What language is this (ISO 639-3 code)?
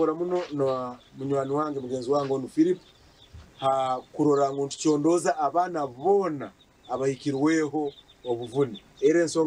nyn